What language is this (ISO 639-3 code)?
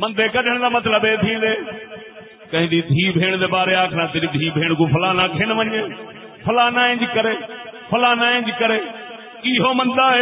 skr